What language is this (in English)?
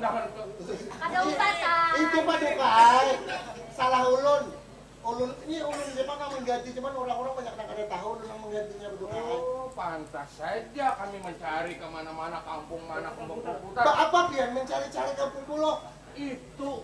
Banjar